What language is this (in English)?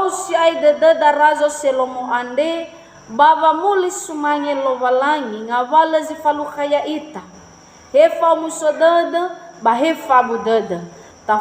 Nias